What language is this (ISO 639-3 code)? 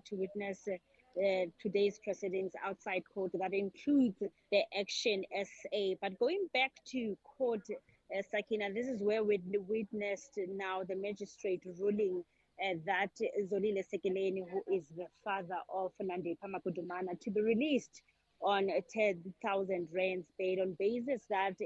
eng